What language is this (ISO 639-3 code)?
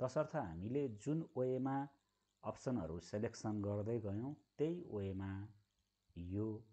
nep